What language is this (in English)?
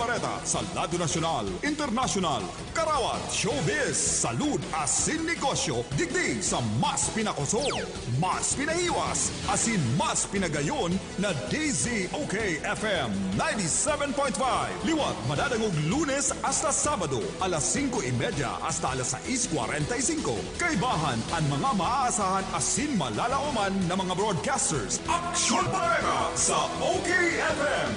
Bikol